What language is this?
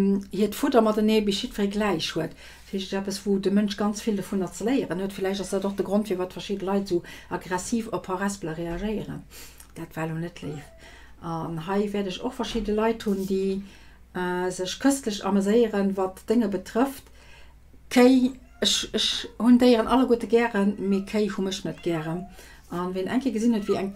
Luxembourgish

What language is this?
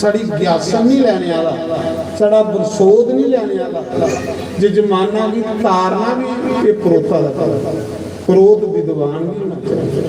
Dogri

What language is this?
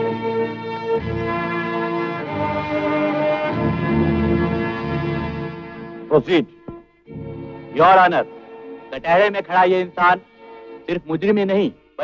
Hindi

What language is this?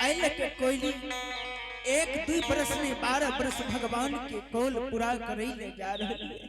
Angika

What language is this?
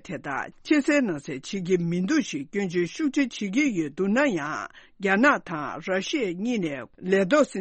Tibetan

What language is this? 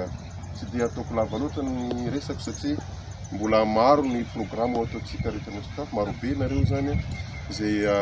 Malagasy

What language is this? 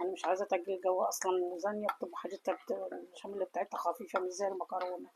Egyptian Arabic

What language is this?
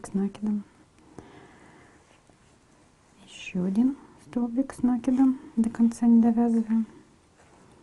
Russian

